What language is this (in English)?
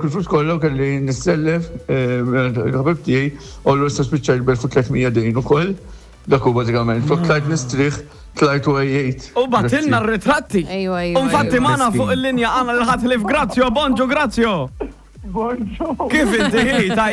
Maltese